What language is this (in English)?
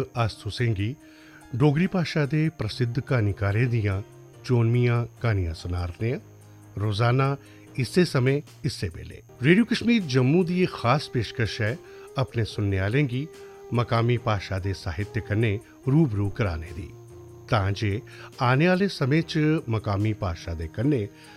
Dogri